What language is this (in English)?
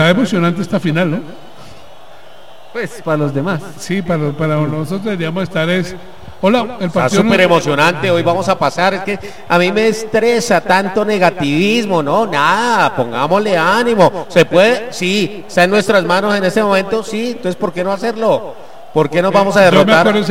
Spanish